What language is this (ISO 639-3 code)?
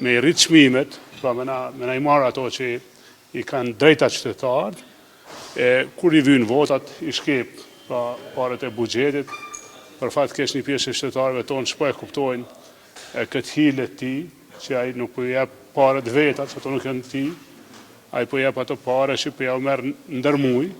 sqi